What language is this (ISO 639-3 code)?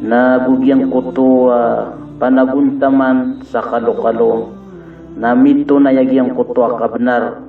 mrw